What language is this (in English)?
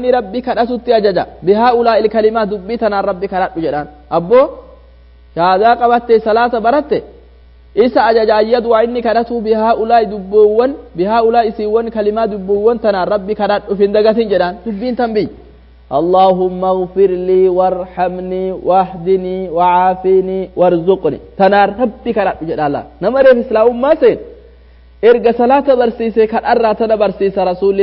Oromo